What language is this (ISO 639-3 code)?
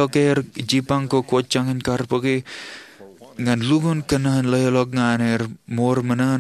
mah